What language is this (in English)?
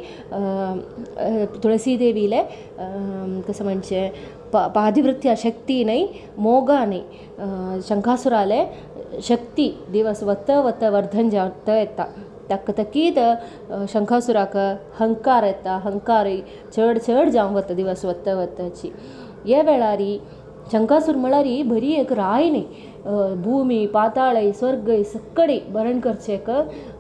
Konkani